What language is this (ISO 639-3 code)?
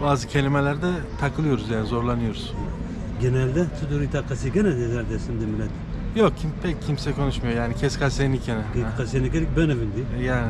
zza